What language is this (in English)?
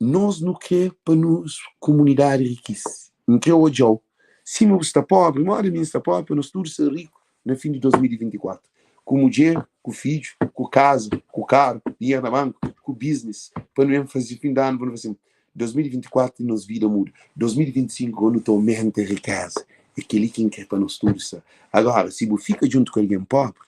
Kabuverdianu